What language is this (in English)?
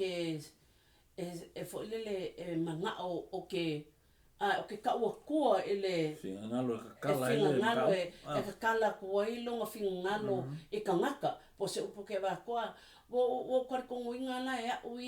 Samoan